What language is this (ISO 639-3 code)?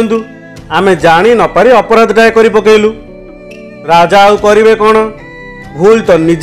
ori